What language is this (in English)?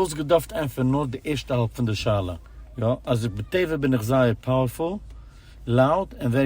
Yiddish